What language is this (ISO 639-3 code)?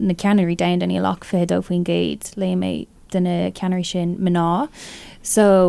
gle